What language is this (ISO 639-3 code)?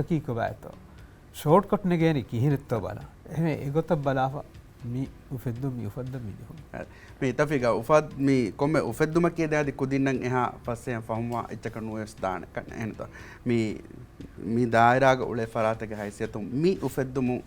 div